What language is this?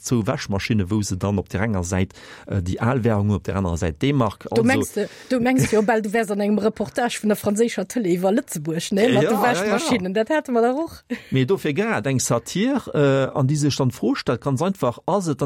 Luxembourgish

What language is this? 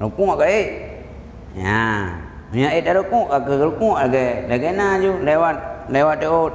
Achinese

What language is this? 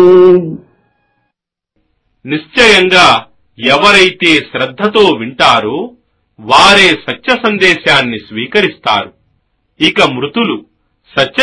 Telugu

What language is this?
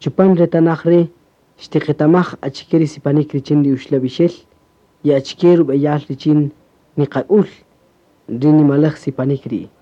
Kaqchikel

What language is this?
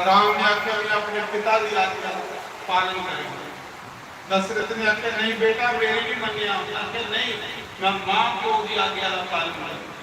Dogri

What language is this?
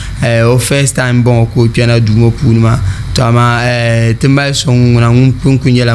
Dagbani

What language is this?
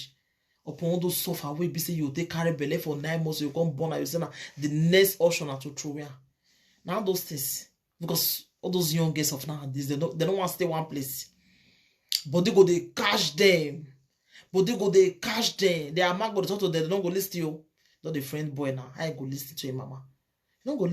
Nigerian Pidgin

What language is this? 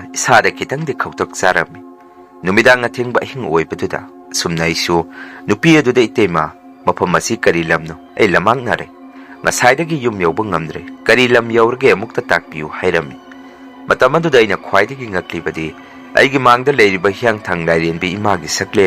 Manipuri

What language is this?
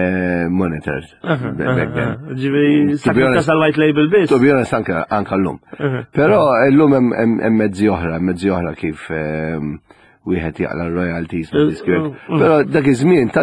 Maltese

